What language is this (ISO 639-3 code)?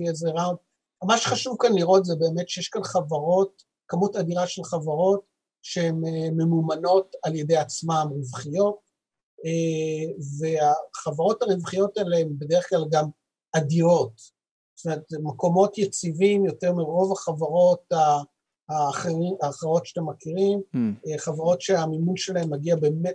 heb